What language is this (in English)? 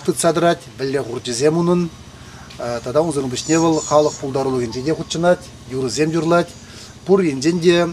Chuvash